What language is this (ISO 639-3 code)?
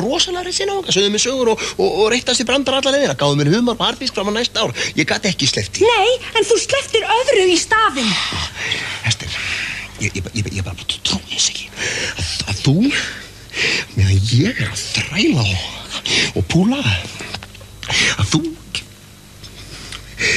isl